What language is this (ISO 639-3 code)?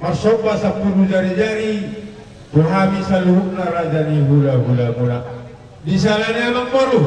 bbc